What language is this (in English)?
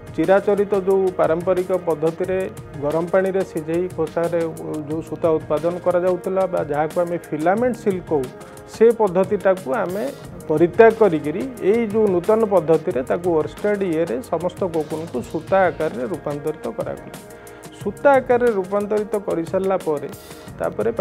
Odia